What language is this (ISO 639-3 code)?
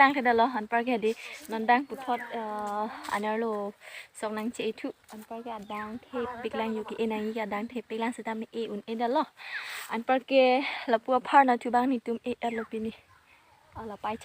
mjw